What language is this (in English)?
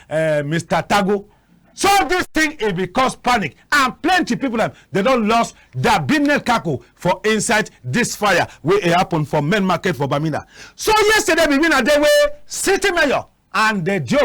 Cameroon Pidgin